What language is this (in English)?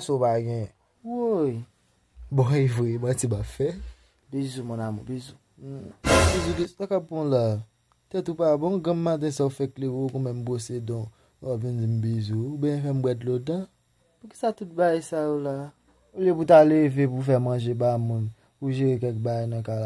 Haitian Creole